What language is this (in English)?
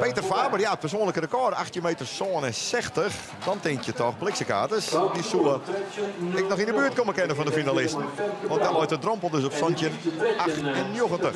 Western Frisian